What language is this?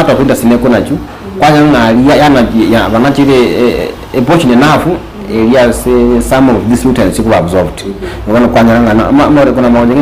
Gusii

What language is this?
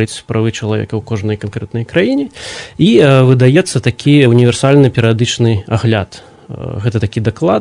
Belarusian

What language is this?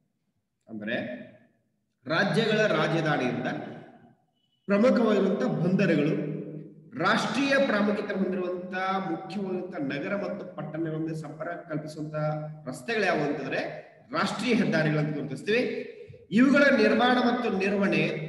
Kannada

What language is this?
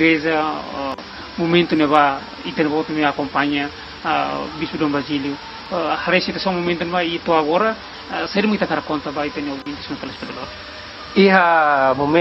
Tetum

